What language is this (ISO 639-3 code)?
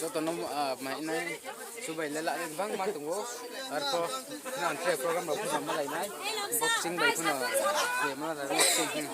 ria